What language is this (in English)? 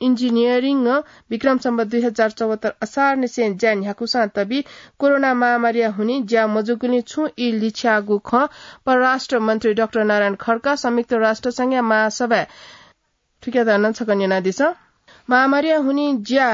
Newari